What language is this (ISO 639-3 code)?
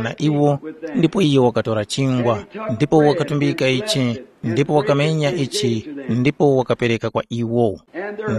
tum